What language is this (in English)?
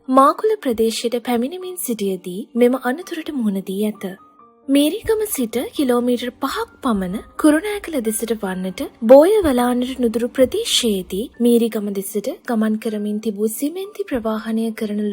Sinhala